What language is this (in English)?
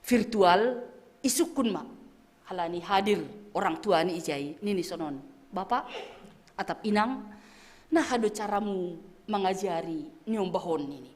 Batak Simalungun